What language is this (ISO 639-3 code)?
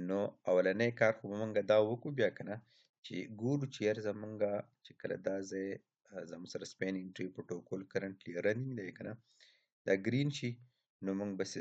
pus